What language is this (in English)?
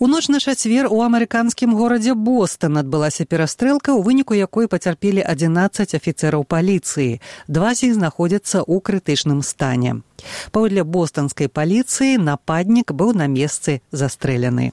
Belarusian